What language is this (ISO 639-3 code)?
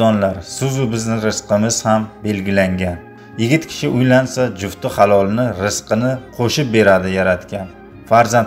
uzb